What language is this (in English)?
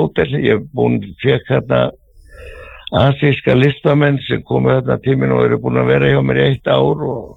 Icelandic